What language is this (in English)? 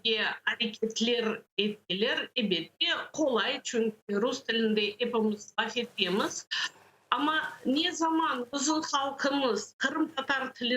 Crimean Tatar